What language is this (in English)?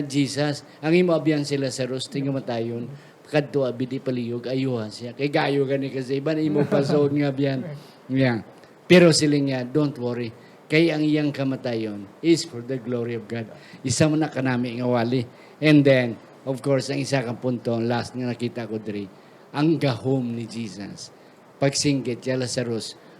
Hiligaynon